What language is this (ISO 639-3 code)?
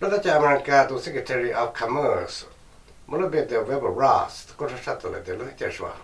hmn